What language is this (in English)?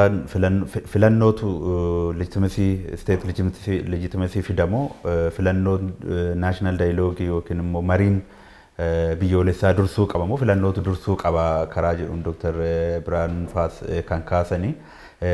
Oromo